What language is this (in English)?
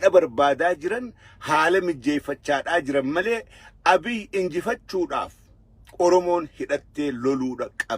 Oromo